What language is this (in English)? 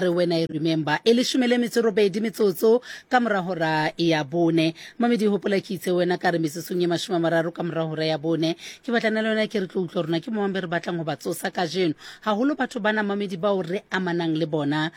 Southern Sotho